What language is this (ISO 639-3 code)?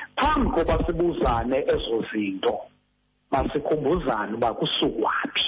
xho